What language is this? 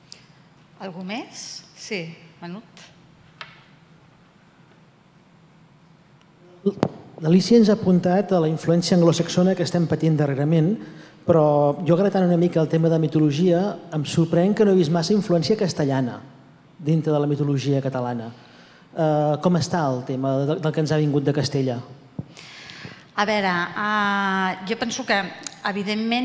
Catalan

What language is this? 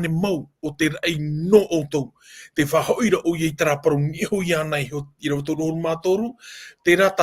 Tahitian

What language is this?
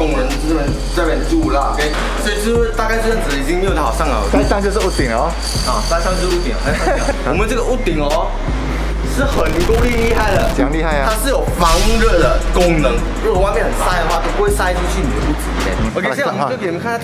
Chinese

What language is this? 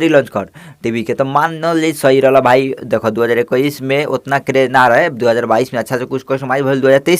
Bhojpuri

